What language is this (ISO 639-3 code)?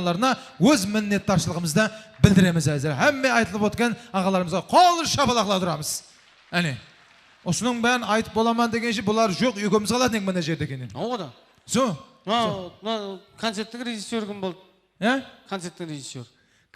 kaa